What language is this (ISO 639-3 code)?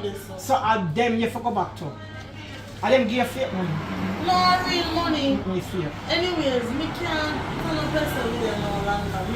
jam